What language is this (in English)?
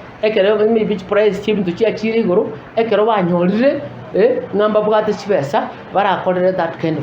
Gusii